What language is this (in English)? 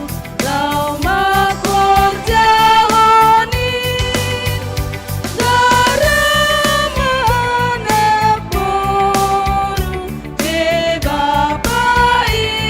Batak Simalungun